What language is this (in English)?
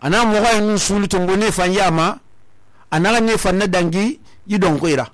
Susu